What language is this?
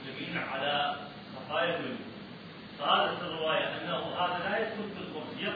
Mesopotamian Arabic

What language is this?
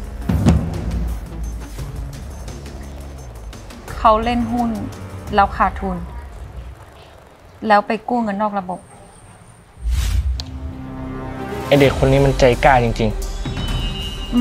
Thai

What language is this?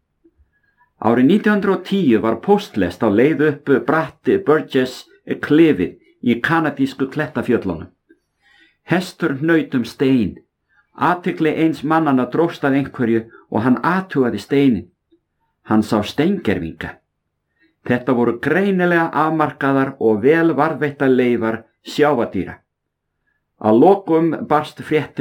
Icelandic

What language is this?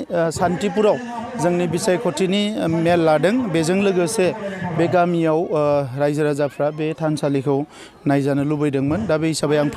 Bodo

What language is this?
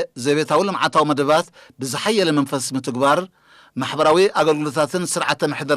Tigrinya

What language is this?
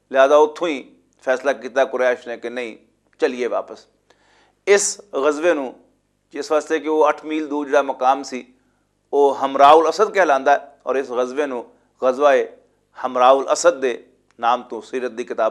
Western Panjabi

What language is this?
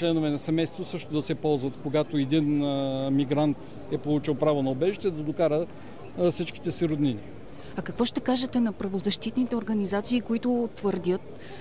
Bulgarian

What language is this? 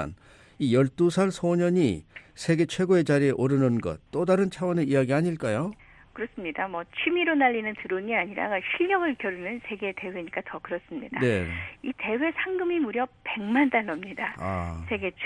Korean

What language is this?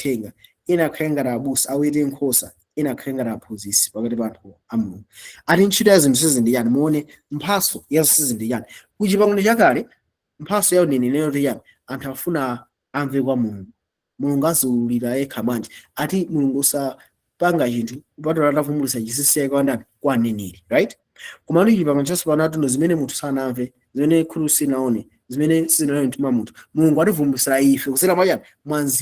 Nyanja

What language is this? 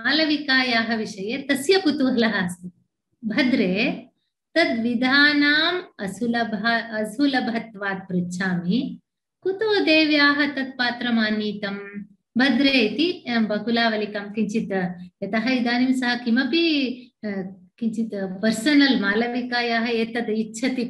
Sanskrit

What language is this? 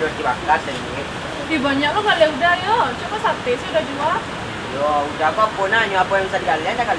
Minangkabau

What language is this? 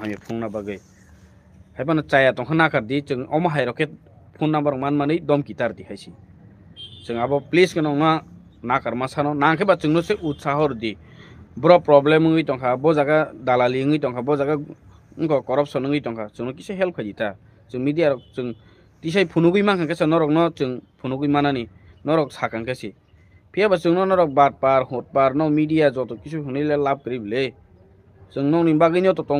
Kok Borok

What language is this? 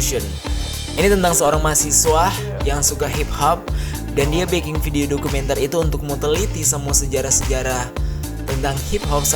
Manado Malay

